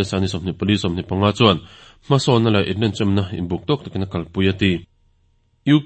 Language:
Mizo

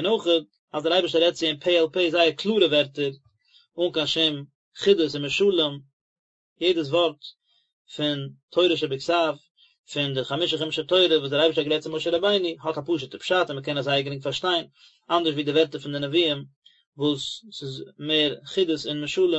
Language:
Yiddish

